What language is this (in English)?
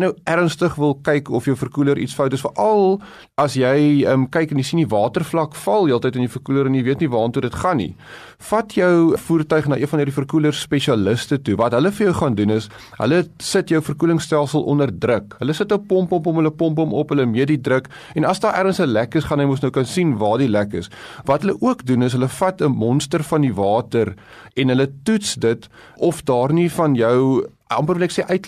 Afrikaans